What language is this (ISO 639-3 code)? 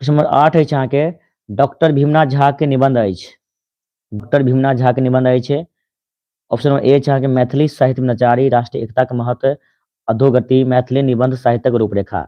mai